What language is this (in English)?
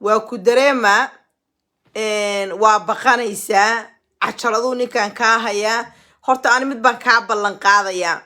Somali